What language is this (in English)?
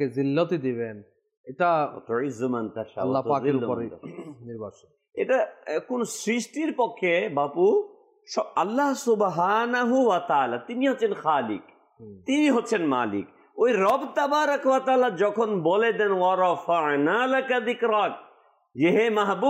Bangla